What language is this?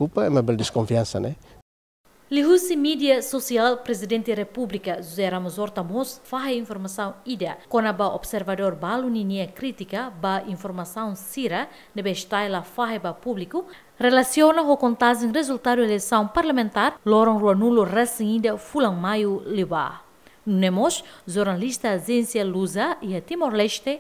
Tetum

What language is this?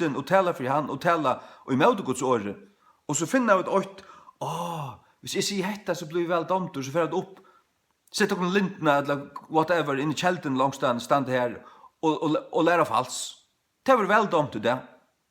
Faroese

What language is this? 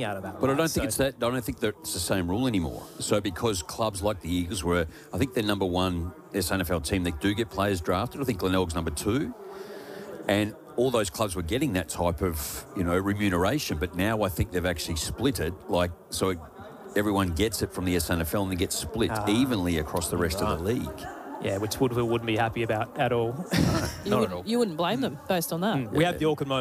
English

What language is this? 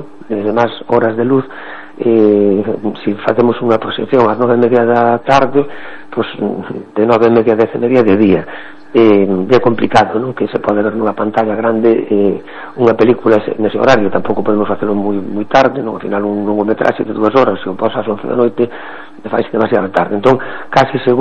Galician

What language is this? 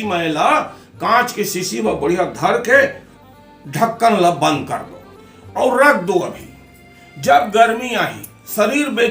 Chhattisgarhi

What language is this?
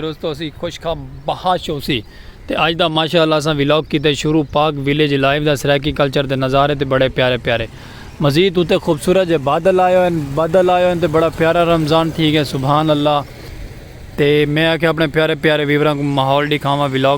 Saraiki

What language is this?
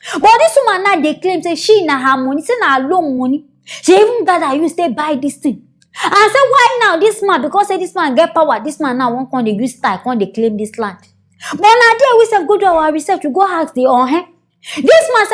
Nigerian Pidgin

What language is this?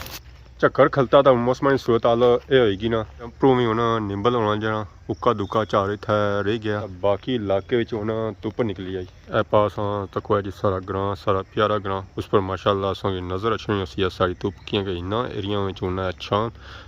Pahari-Potwari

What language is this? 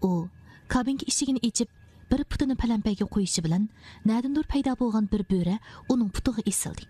Uyghur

